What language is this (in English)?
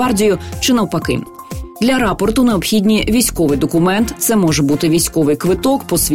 Ukrainian